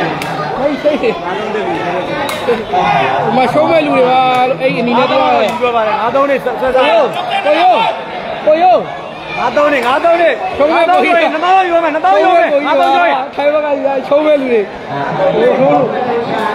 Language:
Burmese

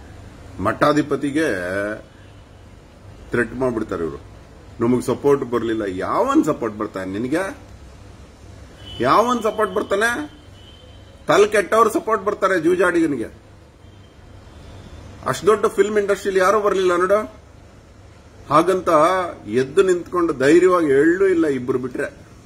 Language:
Kannada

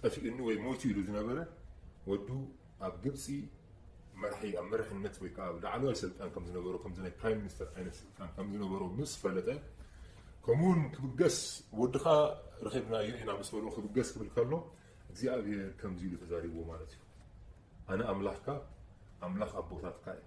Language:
Tigrinya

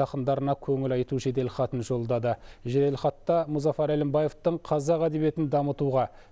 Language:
Kazakh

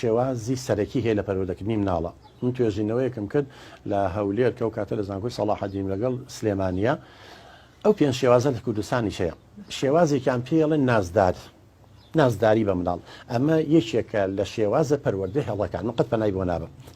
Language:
Central Kurdish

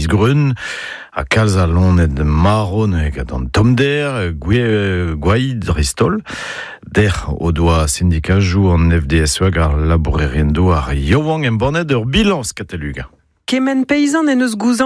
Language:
Breton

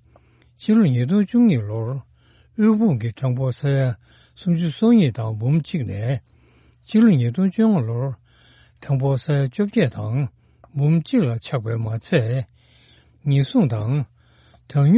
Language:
Tibetan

